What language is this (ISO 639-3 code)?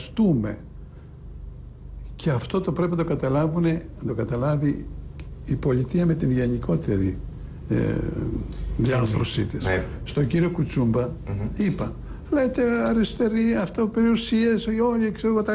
ell